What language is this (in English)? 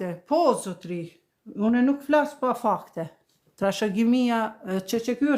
Albanian